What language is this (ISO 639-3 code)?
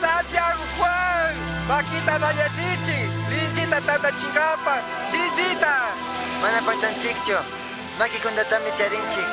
qug